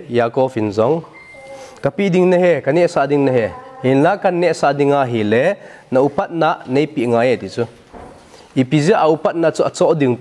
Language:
Thado Chin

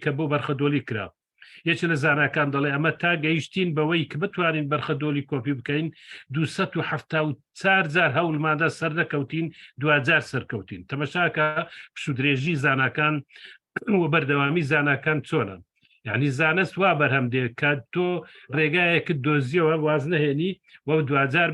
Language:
Central Kurdish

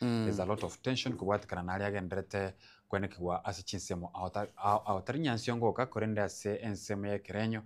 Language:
Gusii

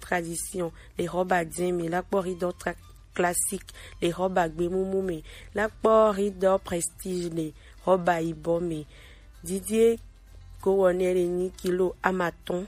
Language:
Gen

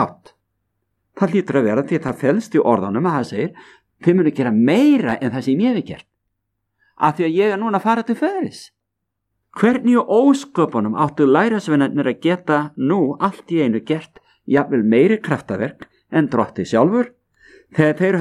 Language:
Icelandic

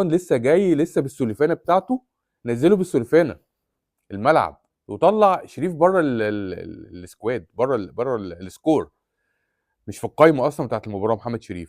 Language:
Egyptian Arabic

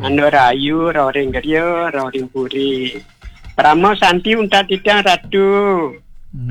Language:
Balinese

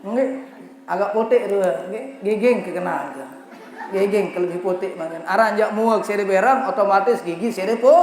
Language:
Sasak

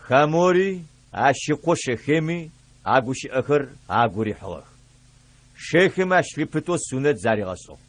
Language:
Adyghe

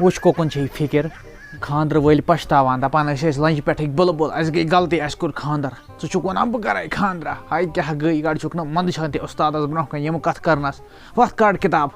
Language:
Kashmiri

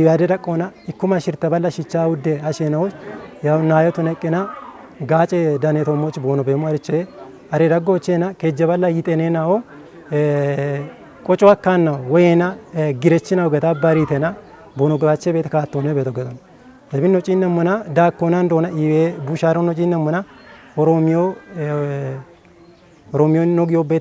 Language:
Kafa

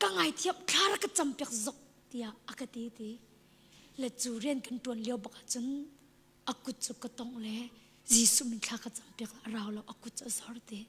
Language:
Hakha Chin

